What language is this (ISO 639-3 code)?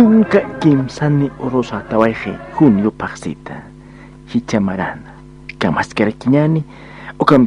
aym